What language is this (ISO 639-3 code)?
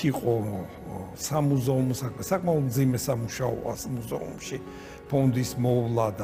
kat